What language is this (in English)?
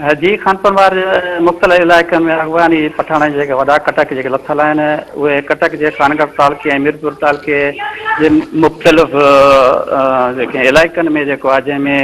Sindhi